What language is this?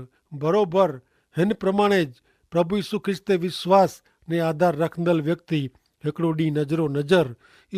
Kachhi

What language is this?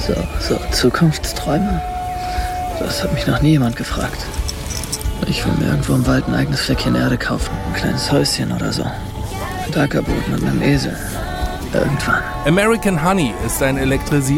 German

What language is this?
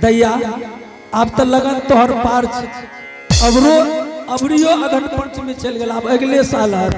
Angika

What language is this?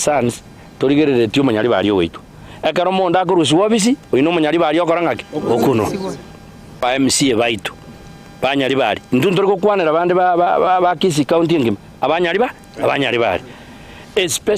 Gusii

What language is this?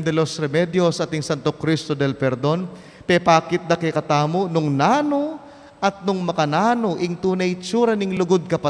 Pampanga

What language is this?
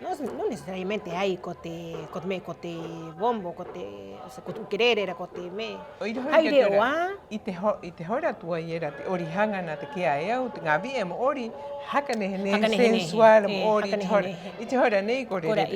Rapanui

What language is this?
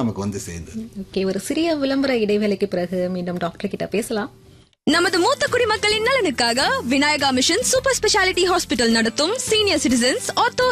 Tamil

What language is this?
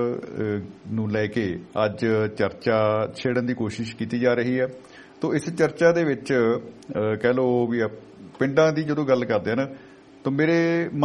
Punjabi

